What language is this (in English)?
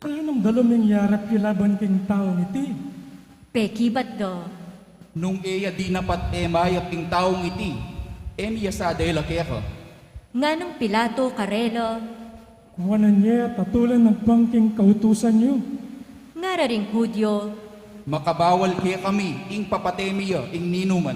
Pampanga